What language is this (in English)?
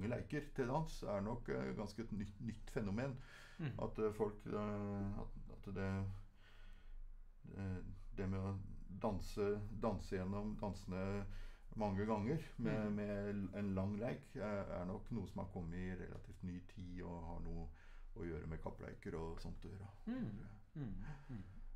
Norwegian